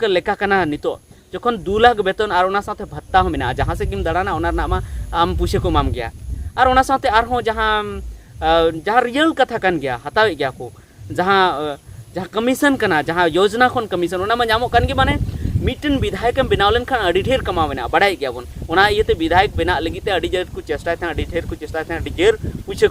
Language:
Santali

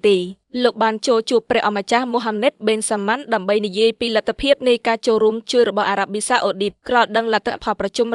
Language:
Khmer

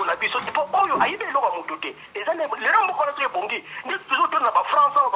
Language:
Lingala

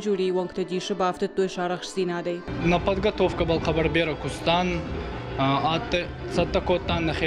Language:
Ossetic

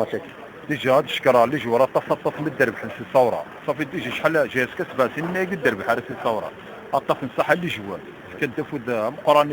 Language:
Kabyle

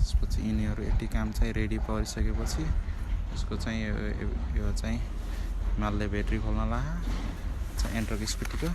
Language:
Nepali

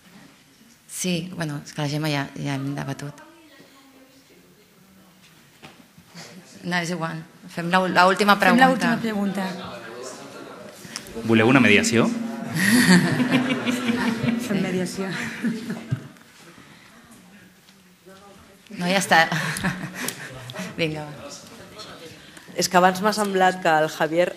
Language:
Catalan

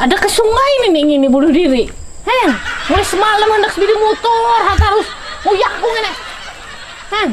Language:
Banjar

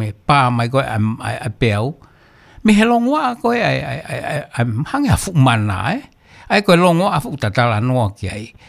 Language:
Tongan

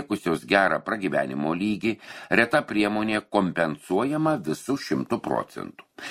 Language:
Lithuanian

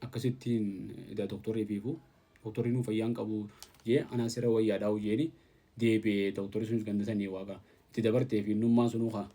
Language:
Oromo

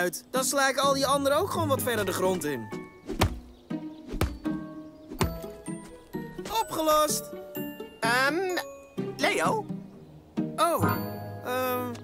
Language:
Dutch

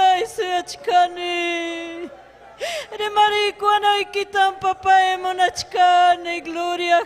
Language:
Ayacucho Quechua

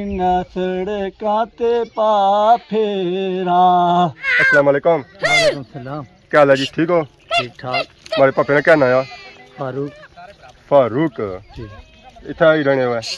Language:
Pahari-Potwari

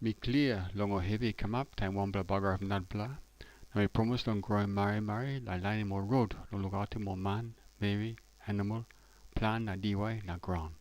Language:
Tok Pisin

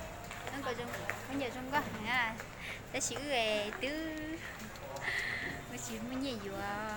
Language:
Hmong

